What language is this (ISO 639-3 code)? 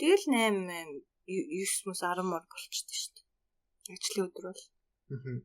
mon